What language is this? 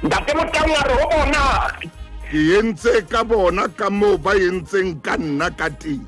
Southern Sotho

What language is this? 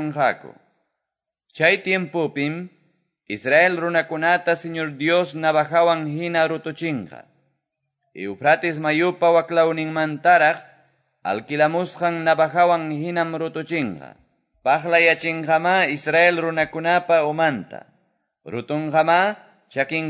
Quechua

